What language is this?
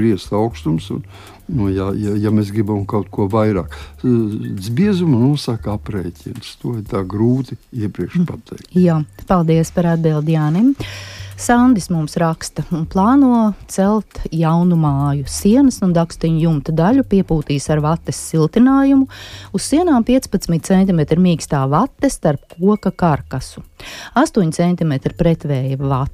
Latvian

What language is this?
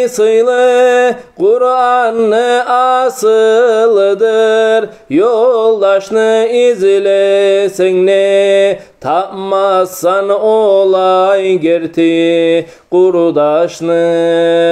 Kumyk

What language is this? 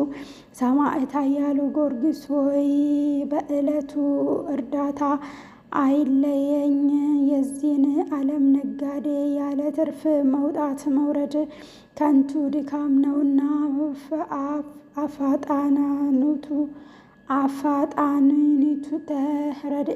Amharic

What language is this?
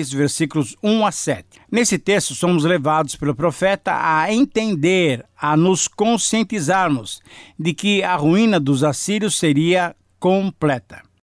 Portuguese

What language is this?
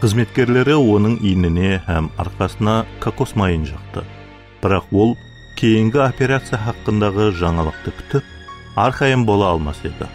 Kara-Kalpak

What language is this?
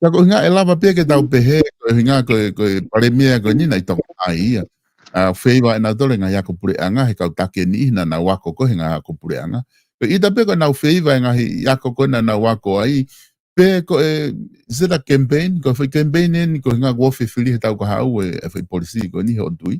Tongan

